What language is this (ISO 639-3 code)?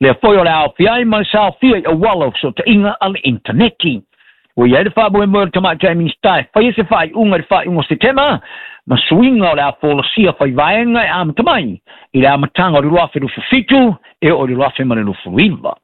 smo